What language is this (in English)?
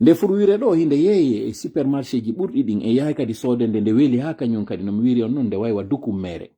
Fula